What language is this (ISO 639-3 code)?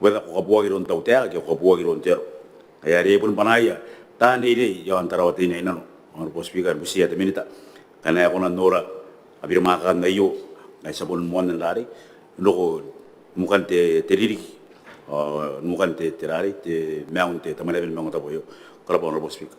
gil